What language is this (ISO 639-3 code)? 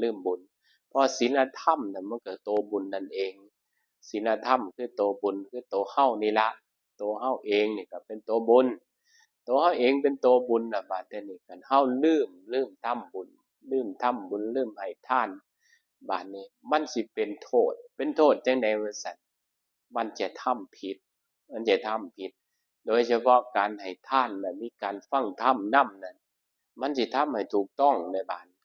tts